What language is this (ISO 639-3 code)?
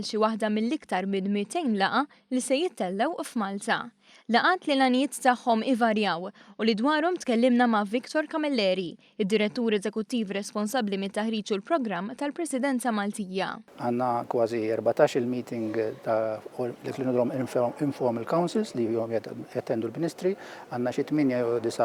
mlt